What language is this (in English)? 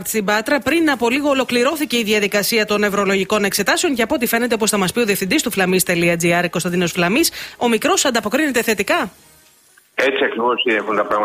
Greek